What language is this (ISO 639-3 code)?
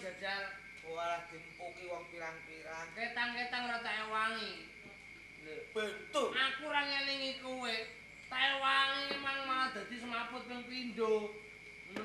jav